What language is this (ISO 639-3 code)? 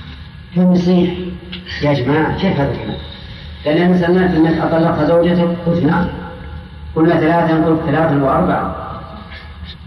ara